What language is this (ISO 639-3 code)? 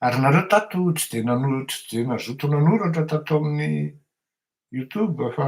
mlg